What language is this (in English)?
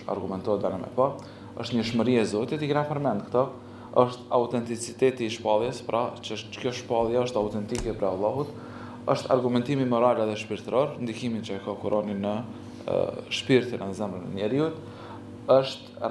Albanian